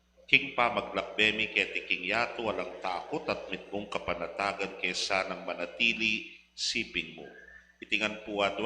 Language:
Pampanga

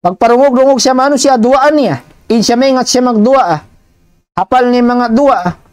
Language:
Tausug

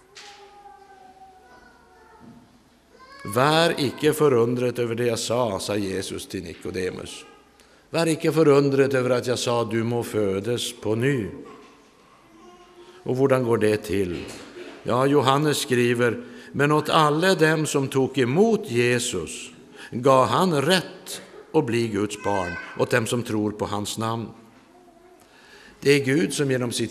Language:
Norwegian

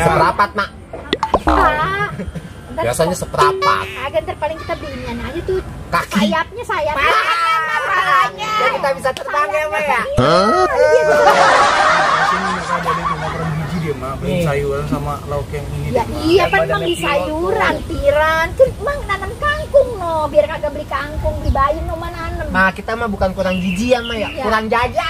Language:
Betawi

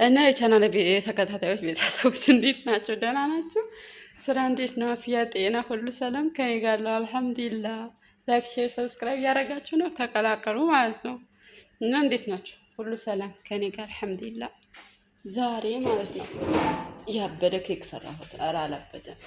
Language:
Amharic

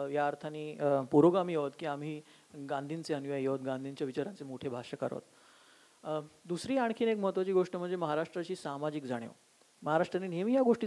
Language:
Marathi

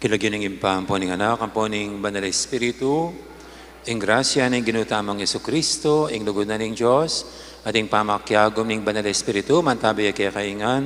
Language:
Pampanga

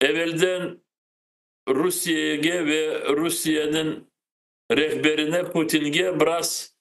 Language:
Crimean Tatar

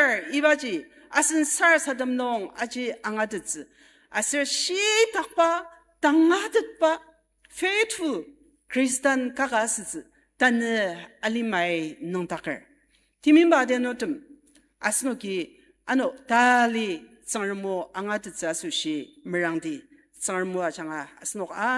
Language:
Ao Naga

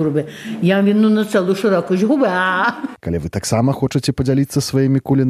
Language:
Belarusian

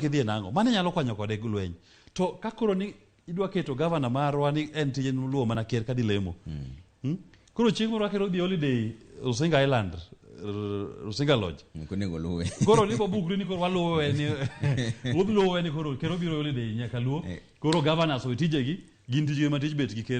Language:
Luo (Kenya and Tanzania)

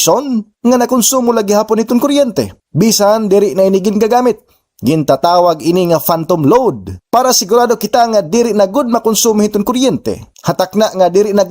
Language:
Waray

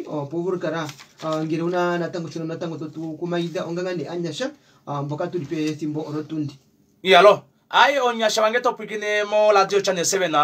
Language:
Kuanyama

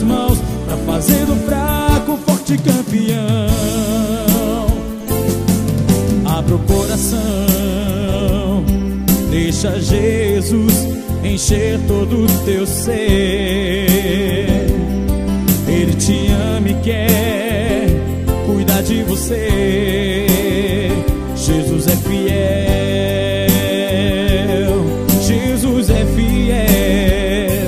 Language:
Portuguese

